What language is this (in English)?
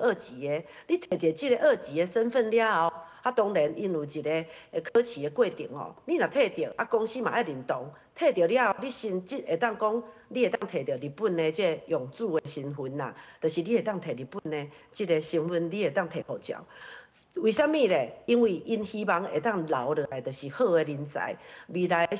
Min Nan Chinese